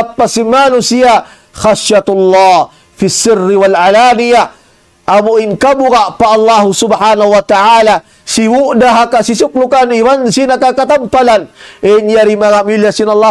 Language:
Tausug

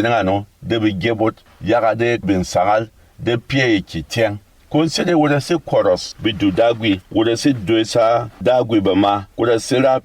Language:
Berom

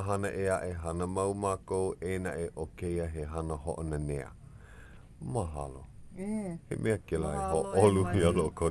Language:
Hawaiian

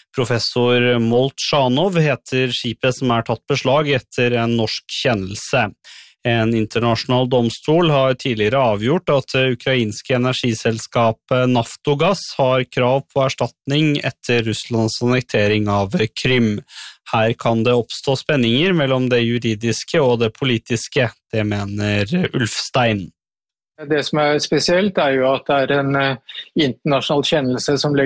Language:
Norwegian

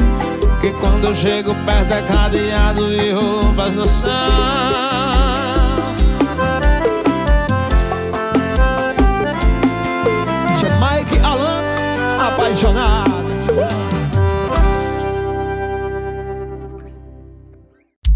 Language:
Portuguese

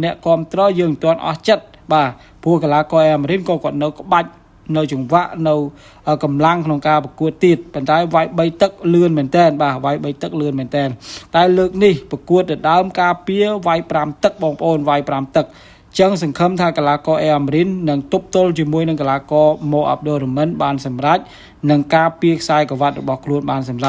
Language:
Khmer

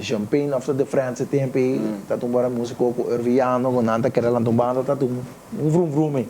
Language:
Papiamento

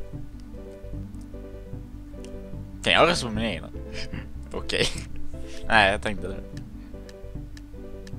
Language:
Swedish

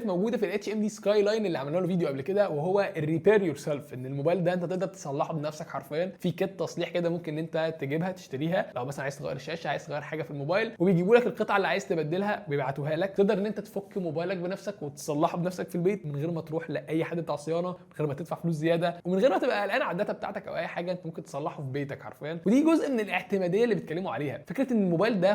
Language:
Egyptian Arabic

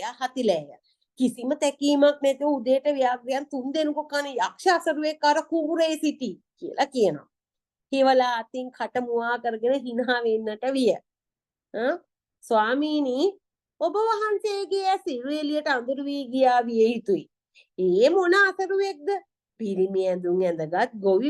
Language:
Sinhala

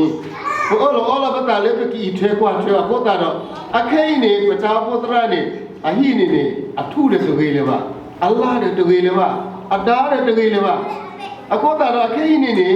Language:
S'gaw Karen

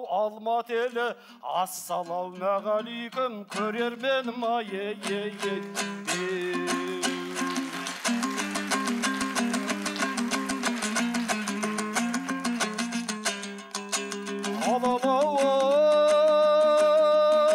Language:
Kazakh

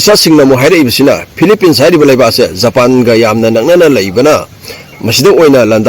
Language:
Manipuri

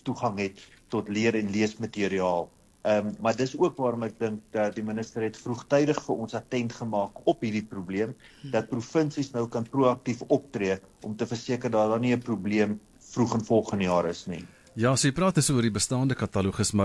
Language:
Afrikaans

